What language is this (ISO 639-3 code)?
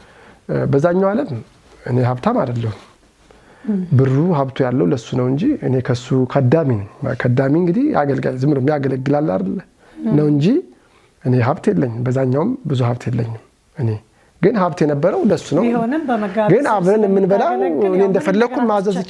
amh